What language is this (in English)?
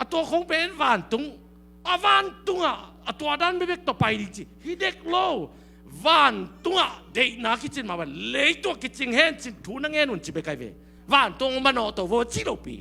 Tedim Chin